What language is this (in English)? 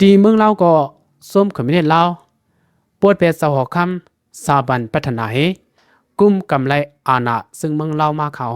Lao